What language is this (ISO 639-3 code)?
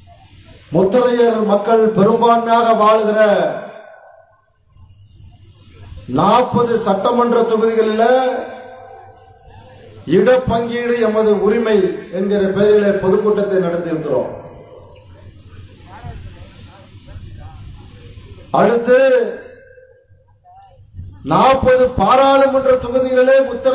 tam